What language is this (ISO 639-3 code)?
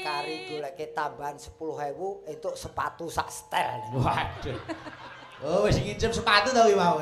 jav